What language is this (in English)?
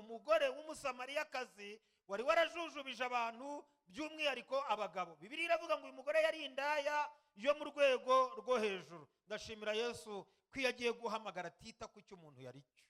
Kinyarwanda